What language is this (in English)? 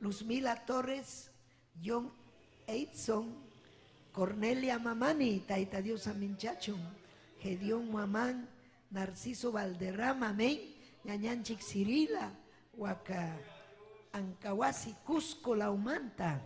Ayacucho Quechua